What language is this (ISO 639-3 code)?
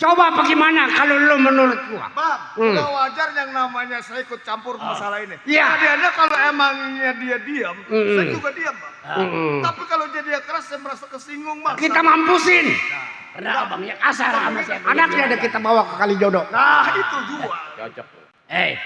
bew